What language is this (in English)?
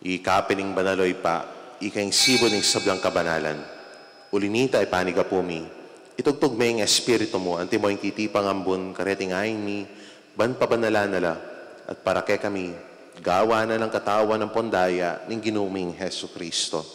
Pampanga